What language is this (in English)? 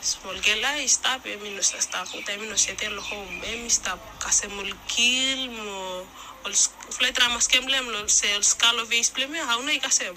Bislama